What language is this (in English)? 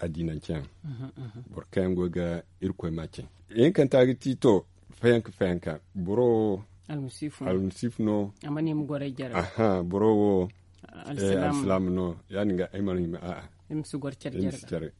Zarma